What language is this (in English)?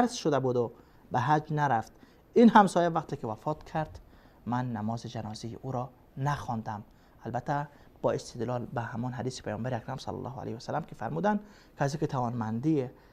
Persian